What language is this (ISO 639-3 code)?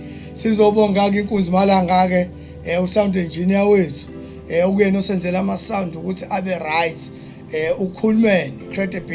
zul